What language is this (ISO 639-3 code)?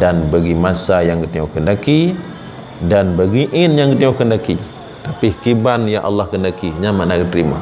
ace